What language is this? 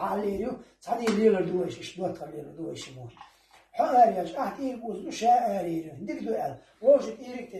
Chechen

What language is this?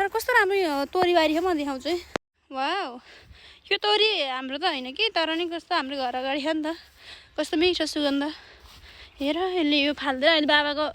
Nepali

